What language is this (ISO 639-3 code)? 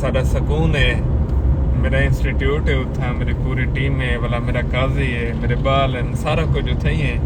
skr